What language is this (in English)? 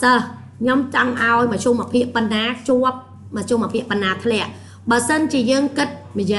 Khmer